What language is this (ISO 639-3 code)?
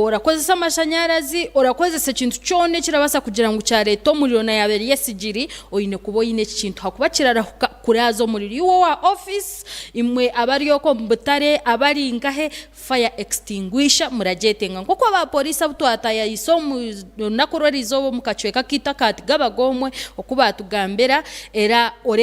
nyn